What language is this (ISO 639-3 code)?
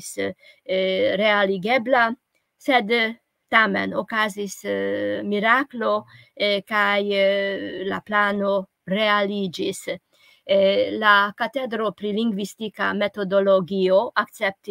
epo